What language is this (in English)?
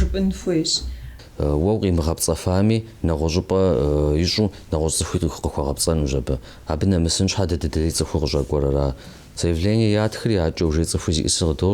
Kabardian